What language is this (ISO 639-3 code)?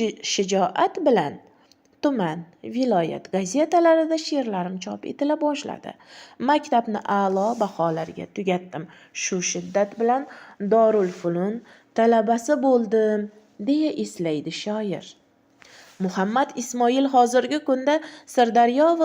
uzb